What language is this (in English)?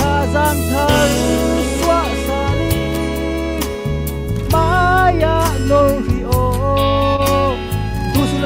Falam Chin